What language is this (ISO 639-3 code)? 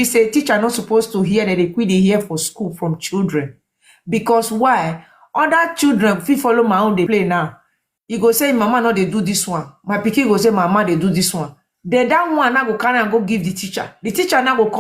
pcm